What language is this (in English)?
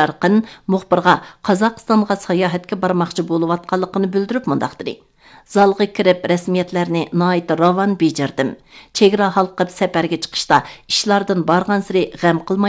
Uyghur